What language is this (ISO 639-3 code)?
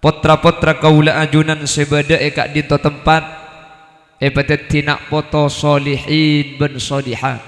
mad